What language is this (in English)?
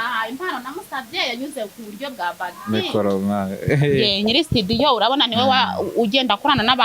Kinyarwanda